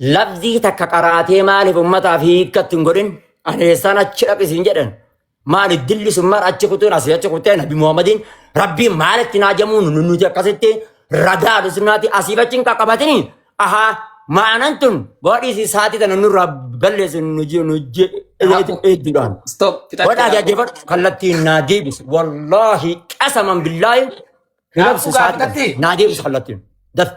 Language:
Oromo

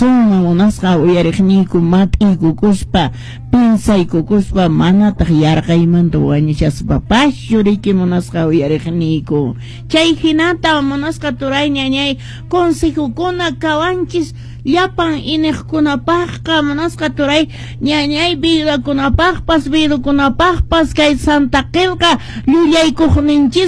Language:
Quechua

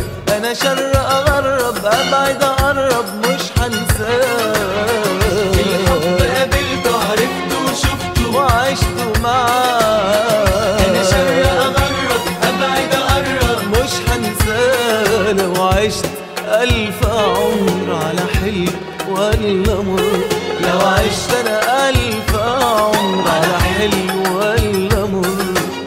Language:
Egyptian Arabic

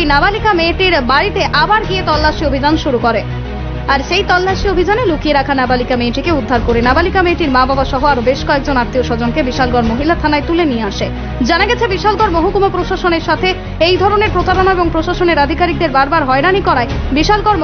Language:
Bangla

